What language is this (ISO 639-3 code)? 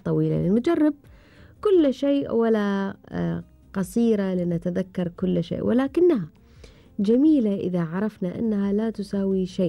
afb